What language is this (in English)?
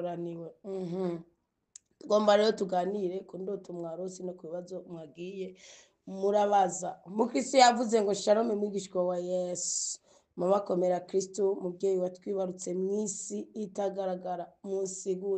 Rundi